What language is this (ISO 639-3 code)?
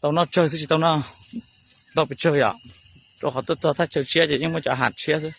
hmn